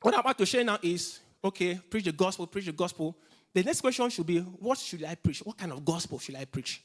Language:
English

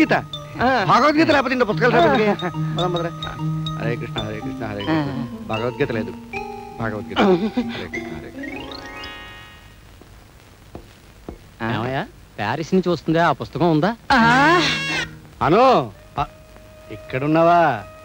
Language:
Telugu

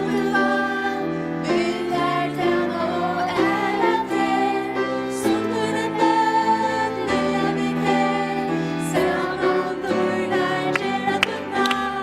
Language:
Faroese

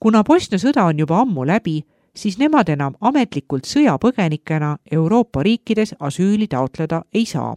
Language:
Estonian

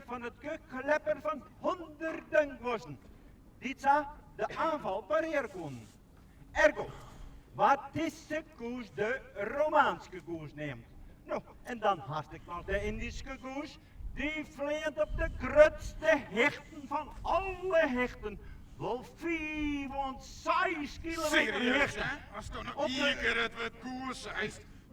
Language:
Western Frisian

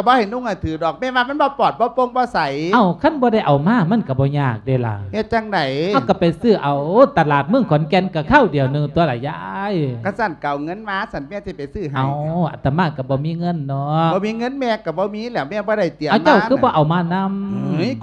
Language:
Lao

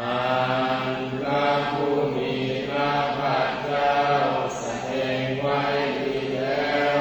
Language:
Pali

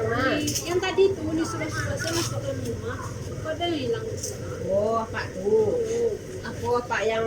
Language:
Minangkabau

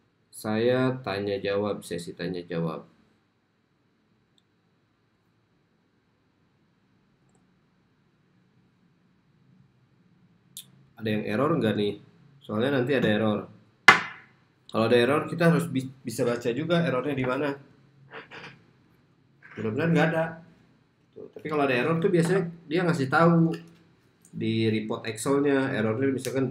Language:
Indonesian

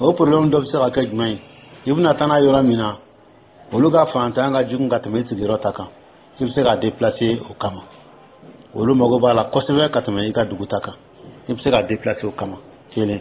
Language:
Dyula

